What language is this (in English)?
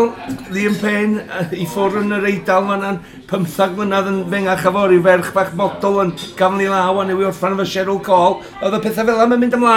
Welsh